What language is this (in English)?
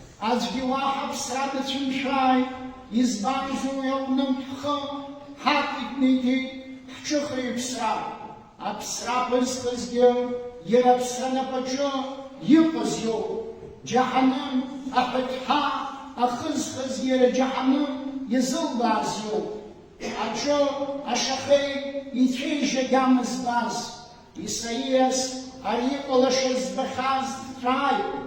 Abkhazian